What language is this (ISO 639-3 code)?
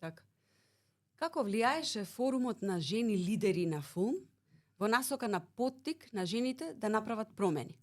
mkd